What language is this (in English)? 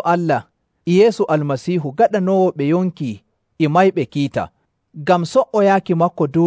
Nigerian Fulfulde